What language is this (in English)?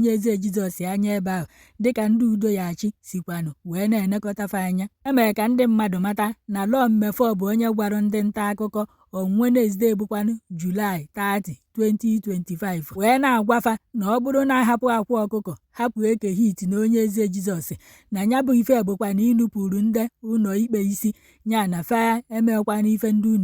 Igbo